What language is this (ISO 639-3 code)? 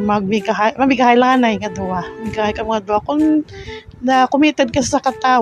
hil